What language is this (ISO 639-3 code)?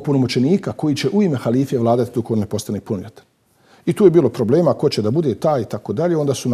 bos